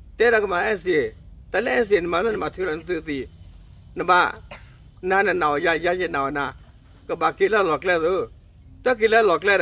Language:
S'gaw Karen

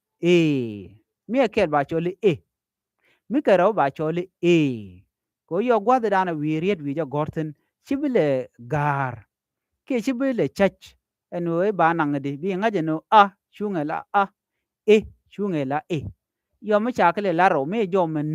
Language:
Nuer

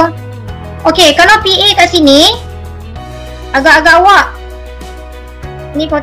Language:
Malay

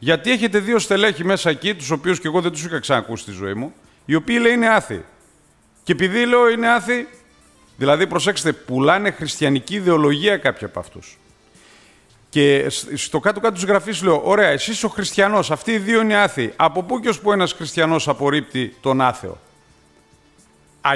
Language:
Greek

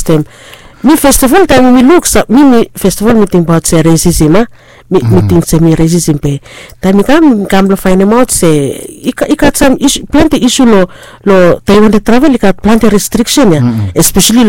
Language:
Bislama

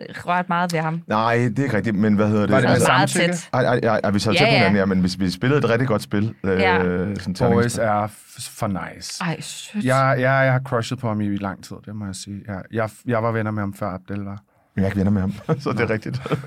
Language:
Danish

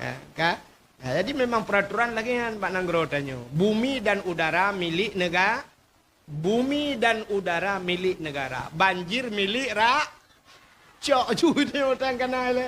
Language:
Achinese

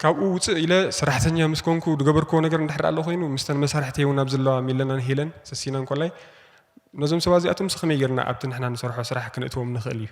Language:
Tigrinya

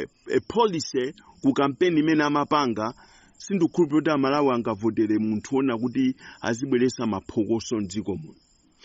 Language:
Nyanja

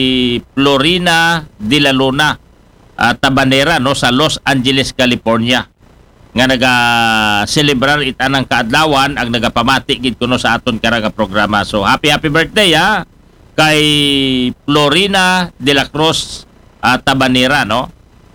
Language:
Aklanon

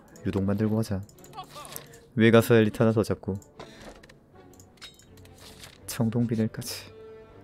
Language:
Korean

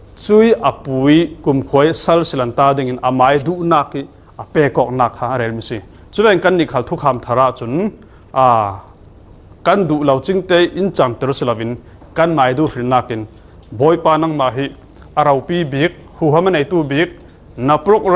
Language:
Falam Chin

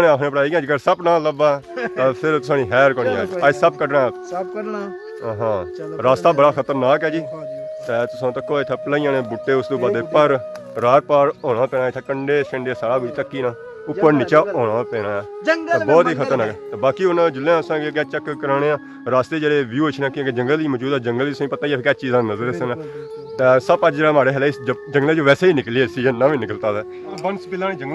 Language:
Pahari-Potwari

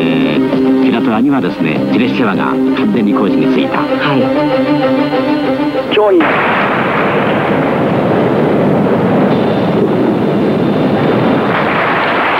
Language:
Japanese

